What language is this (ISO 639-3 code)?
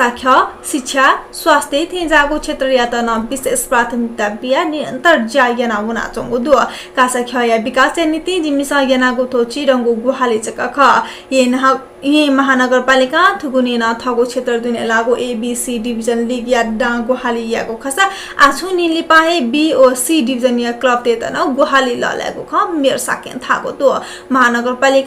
new